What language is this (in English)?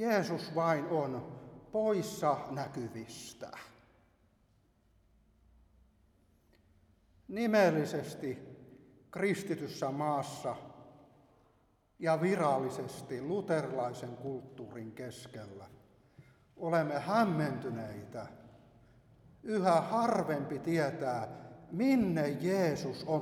Finnish